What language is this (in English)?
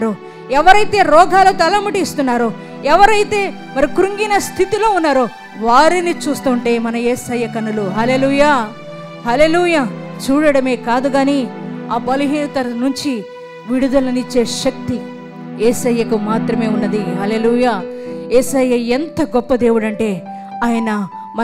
Telugu